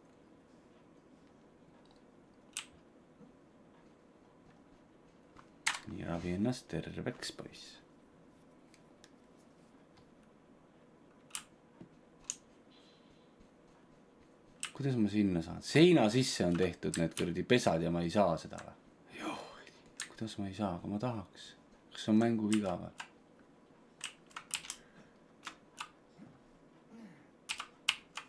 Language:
Estonian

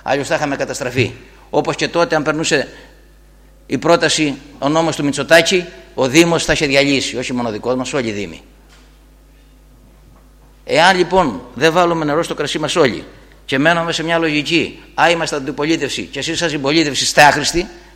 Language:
Greek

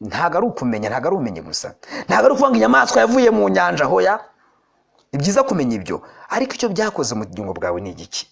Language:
Kinyarwanda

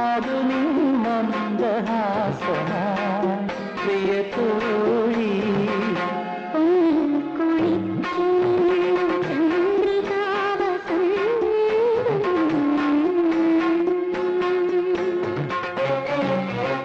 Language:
Malayalam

